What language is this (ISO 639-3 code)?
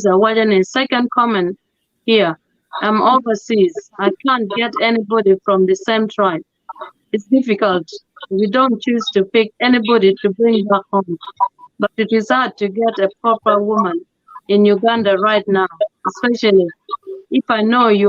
ach